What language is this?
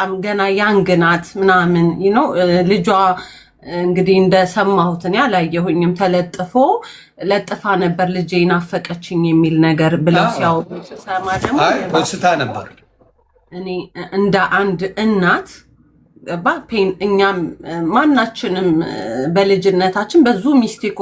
Amharic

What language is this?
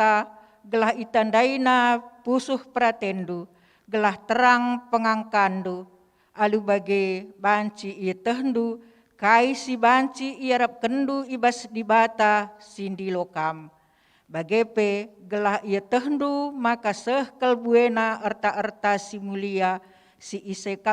Batak Karo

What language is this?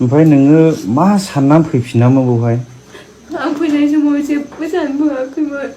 Bodo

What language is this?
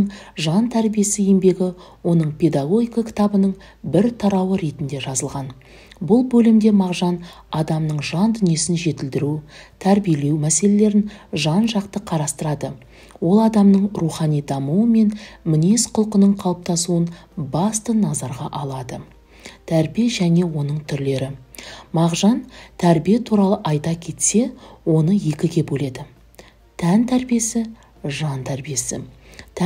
Kazakh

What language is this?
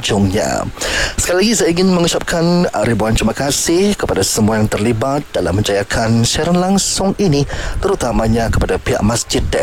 Malay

